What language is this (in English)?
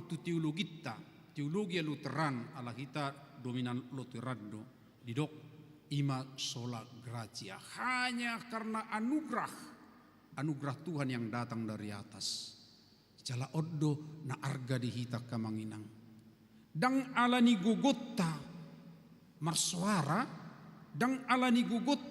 Batak Toba